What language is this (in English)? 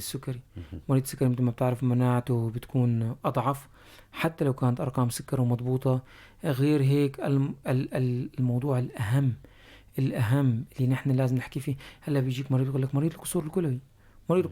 North Levantine Arabic